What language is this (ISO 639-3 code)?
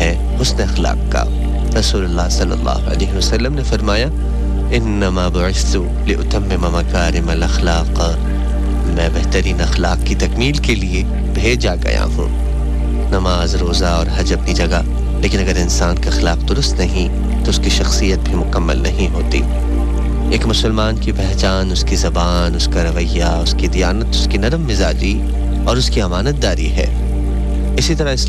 urd